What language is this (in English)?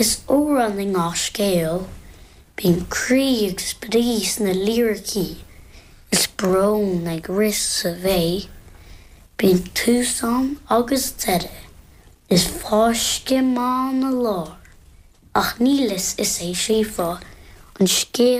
Irish